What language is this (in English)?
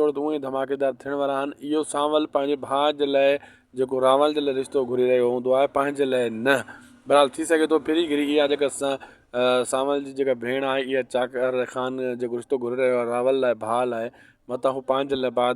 Sindhi